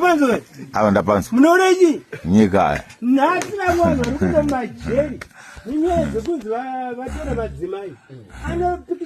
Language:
Shona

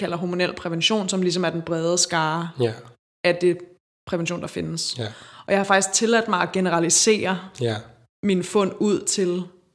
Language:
Danish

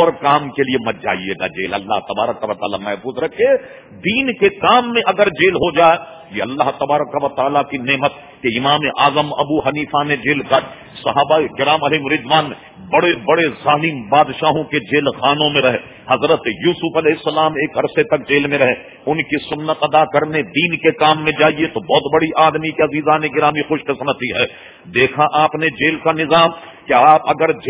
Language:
Urdu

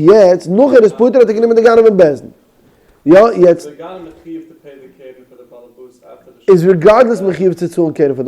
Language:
Yiddish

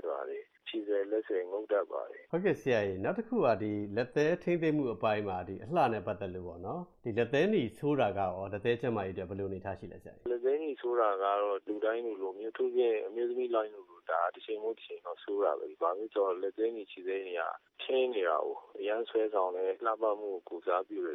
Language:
Burmese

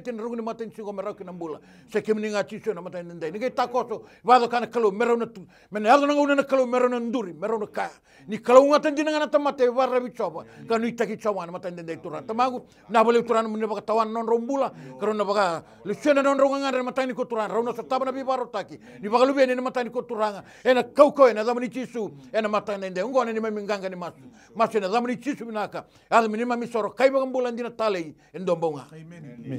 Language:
Fijian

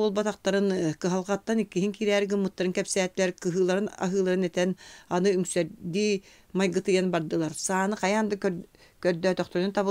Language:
Yakut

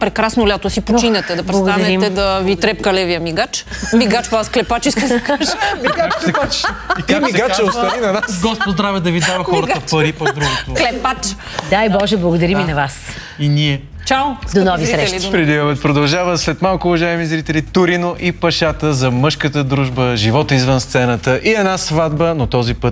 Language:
Bulgarian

